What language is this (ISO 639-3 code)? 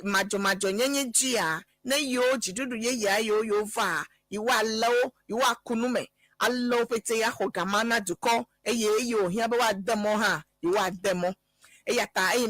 ewe